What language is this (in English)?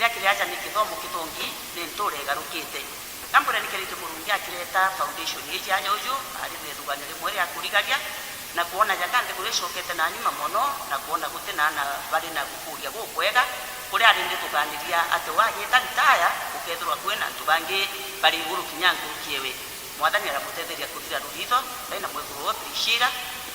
Meru